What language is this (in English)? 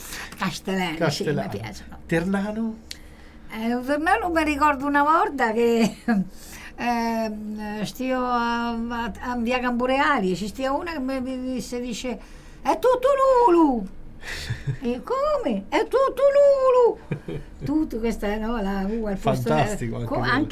Italian